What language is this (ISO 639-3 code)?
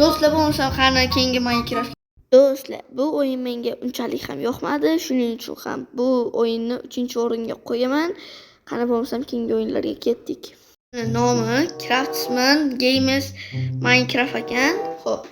uzb